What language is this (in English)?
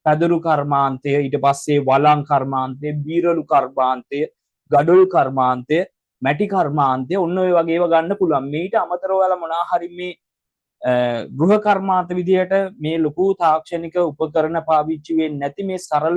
Sinhala